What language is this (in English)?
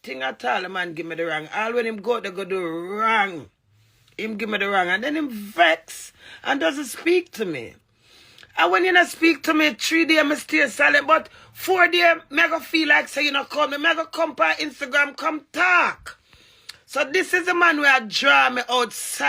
Jamaican Creole English